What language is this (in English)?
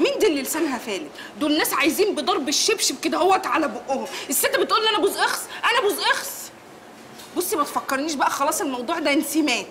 Egyptian Arabic